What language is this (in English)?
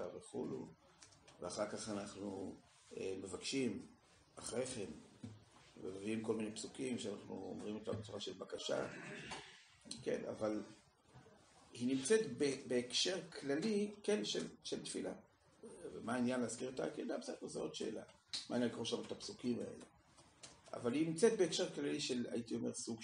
Hebrew